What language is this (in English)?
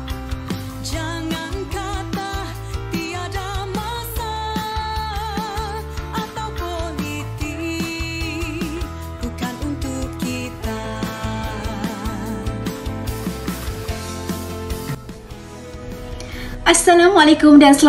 Malay